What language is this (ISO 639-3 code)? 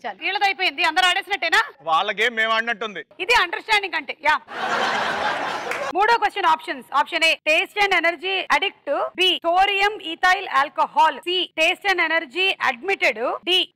tel